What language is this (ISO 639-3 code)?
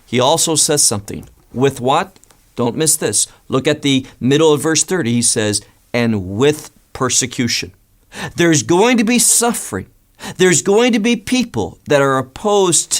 eng